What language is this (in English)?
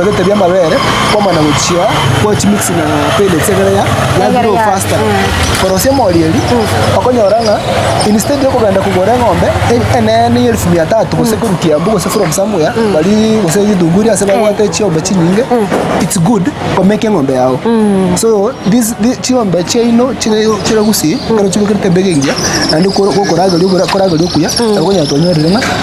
Gusii